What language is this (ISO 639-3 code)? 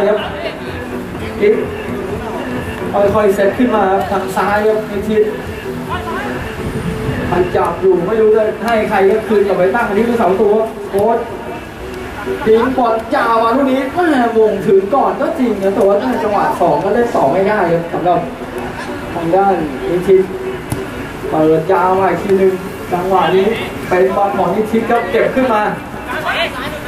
tha